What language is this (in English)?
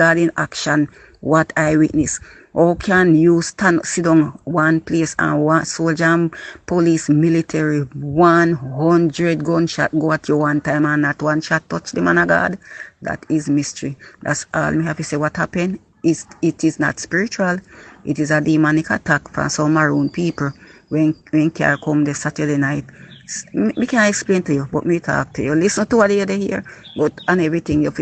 Jamaican Creole English